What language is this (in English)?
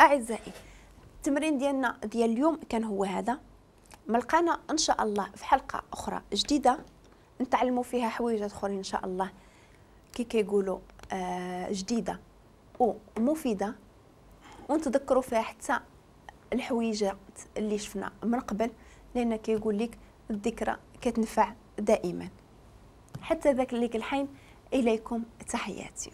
Moroccan Arabic